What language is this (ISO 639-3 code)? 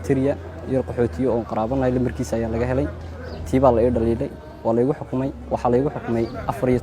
som